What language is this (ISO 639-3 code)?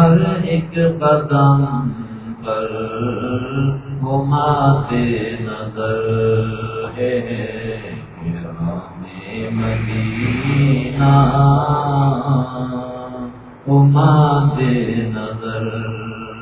urd